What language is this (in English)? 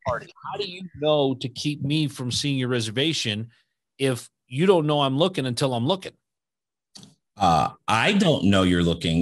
English